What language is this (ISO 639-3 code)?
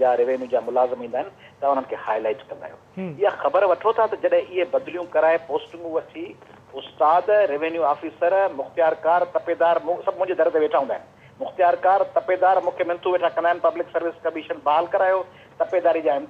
snd